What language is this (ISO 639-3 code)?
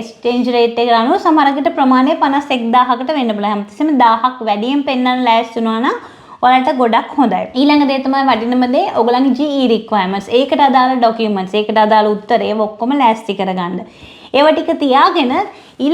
sin